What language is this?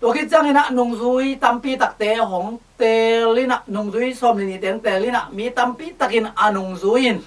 Tedim Chin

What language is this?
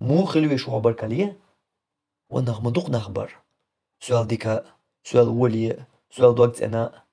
Chechen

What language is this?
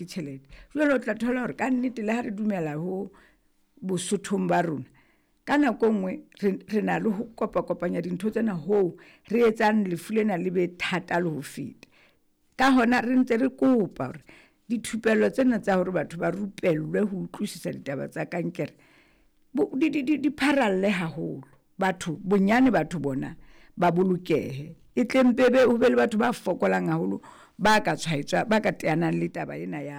Southern Sotho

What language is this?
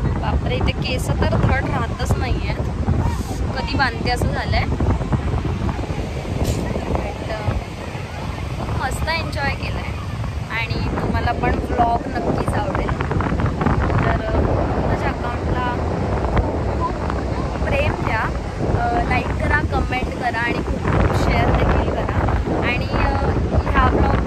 Marathi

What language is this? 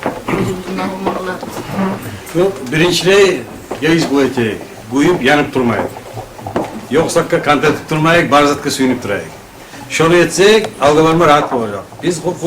Kumyk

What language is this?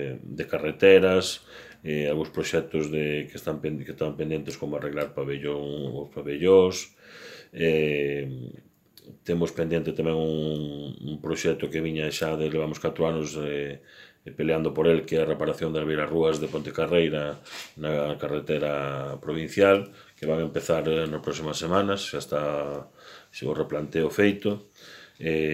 Galician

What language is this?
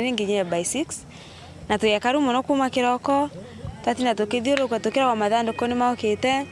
Meru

